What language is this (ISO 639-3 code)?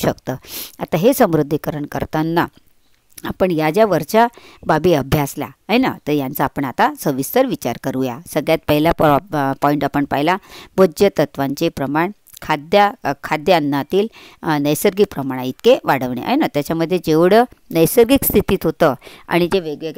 mar